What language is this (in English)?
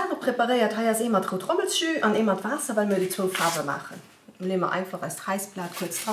Luxembourgish